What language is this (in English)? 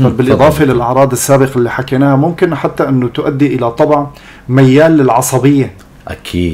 North Levantine Arabic